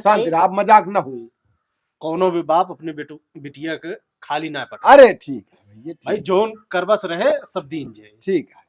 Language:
Awadhi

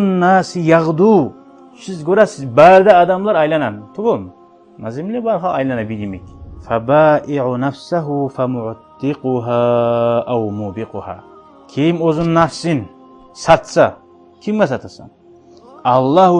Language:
Kumyk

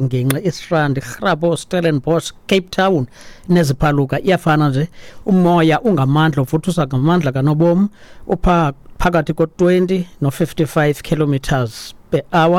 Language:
Xhosa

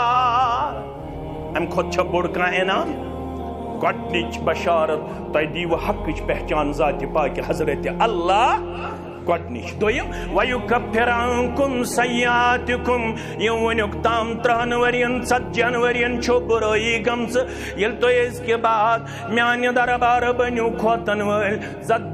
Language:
Kashmiri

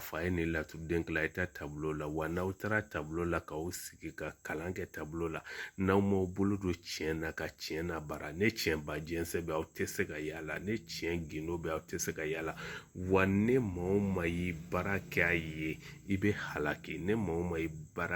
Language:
Bambara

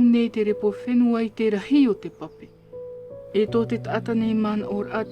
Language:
Tahitian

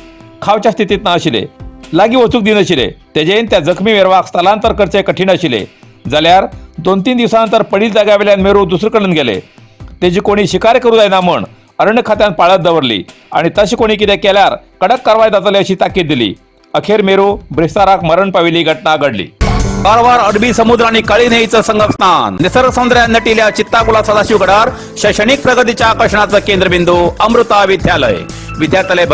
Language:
Konkani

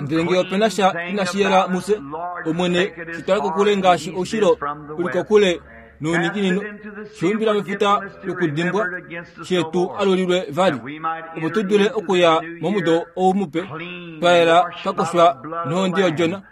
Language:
Kuanyama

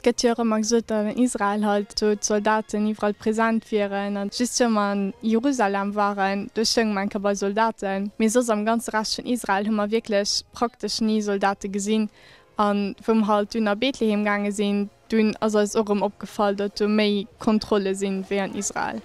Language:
Luxembourgish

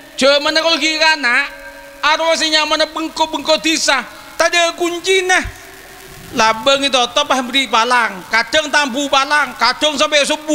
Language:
Madurese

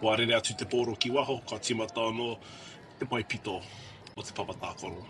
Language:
Māori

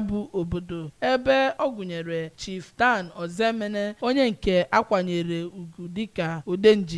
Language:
Igbo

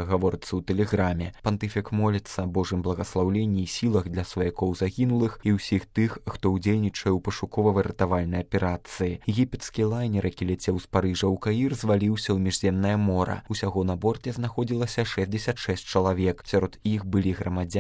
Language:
Belarusian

